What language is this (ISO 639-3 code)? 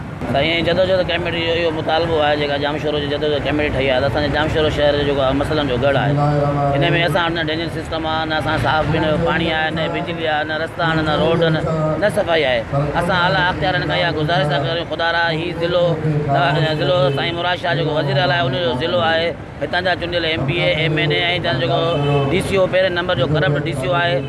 snd